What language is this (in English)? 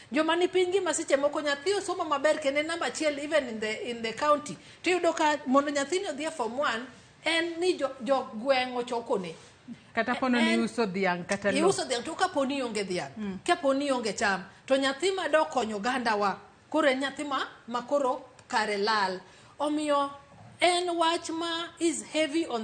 Luo (Kenya and Tanzania)